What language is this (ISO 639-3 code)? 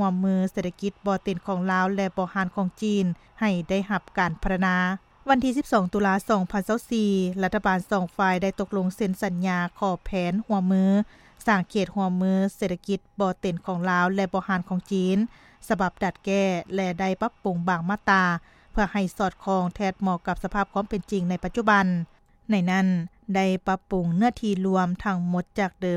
lao